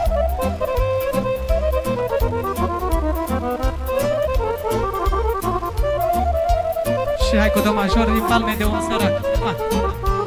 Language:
Romanian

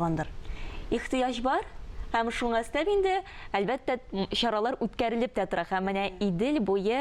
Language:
Tatar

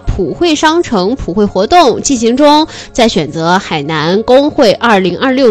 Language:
Chinese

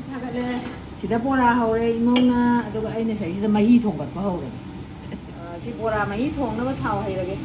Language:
Manipuri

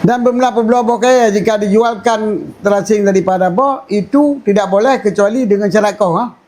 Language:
Achinese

